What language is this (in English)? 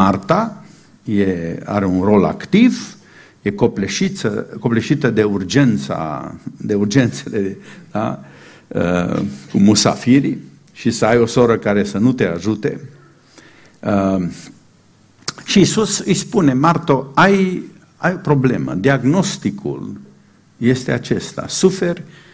Romanian